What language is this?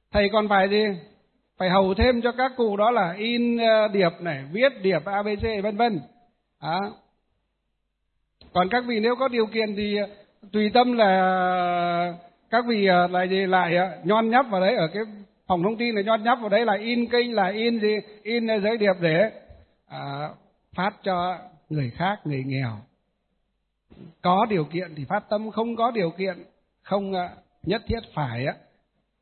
Vietnamese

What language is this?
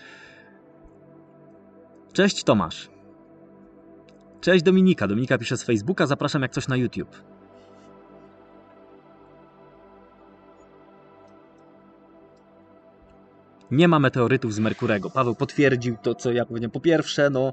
Polish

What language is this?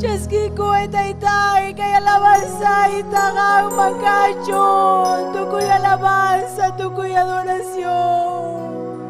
Ayacucho Quechua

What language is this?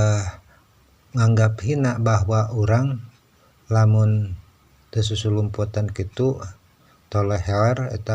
Sundanese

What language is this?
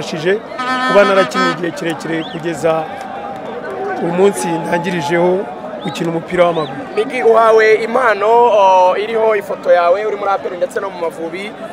Kinyarwanda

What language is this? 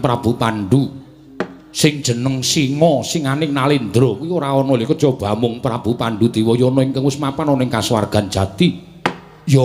Javanese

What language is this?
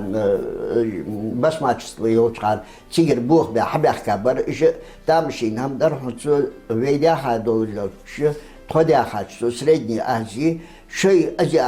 Ingush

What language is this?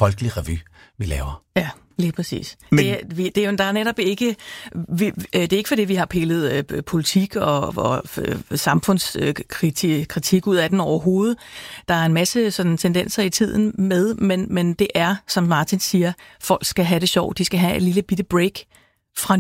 Danish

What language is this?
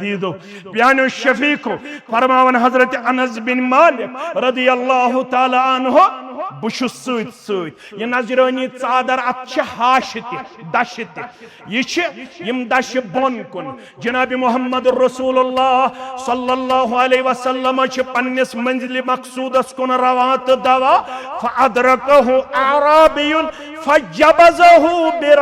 Kashmiri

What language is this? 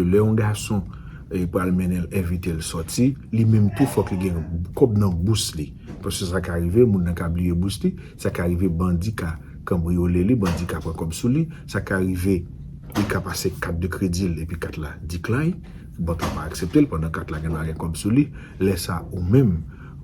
Haitian Creole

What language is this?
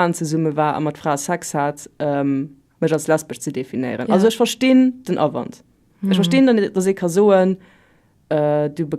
Luxembourgish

